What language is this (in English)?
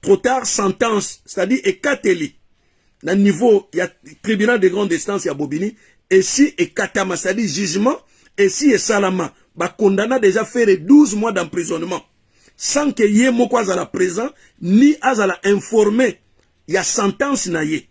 Lingala